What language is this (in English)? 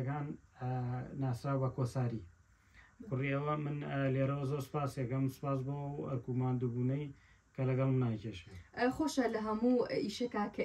Central Kurdish